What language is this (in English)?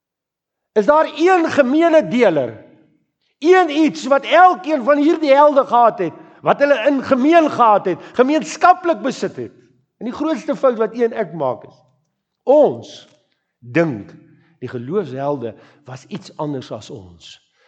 Afrikaans